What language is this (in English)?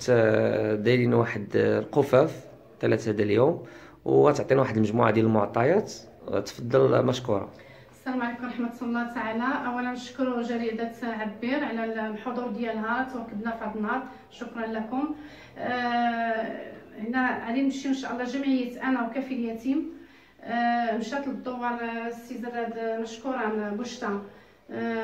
Moroccan Arabic